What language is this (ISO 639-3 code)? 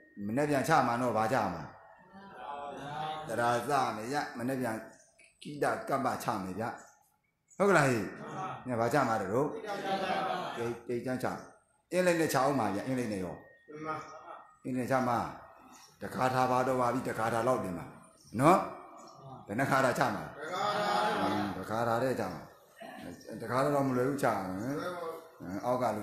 mya